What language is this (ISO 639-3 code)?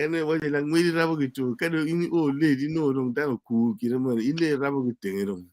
ach